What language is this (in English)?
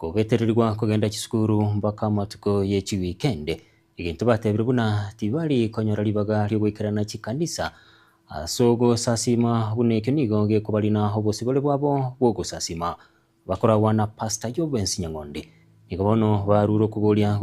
Gusii